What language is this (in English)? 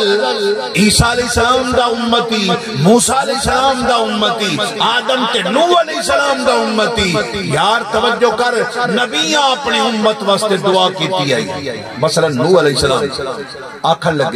Saraiki